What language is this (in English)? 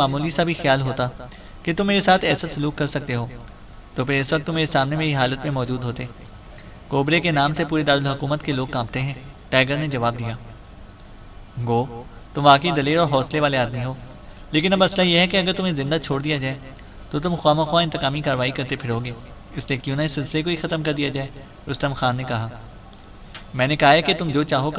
Urdu